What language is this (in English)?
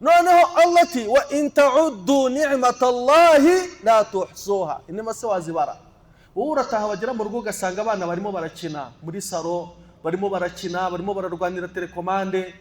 Kinyarwanda